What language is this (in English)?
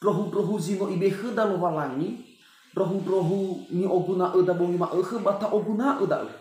Nias